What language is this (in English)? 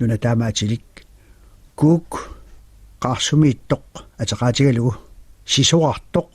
Kalaallisut